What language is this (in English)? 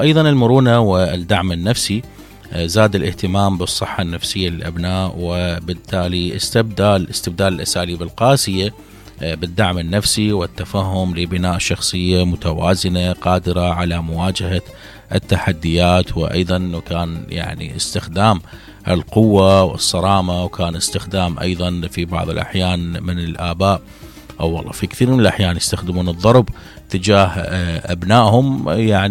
Mesopotamian Arabic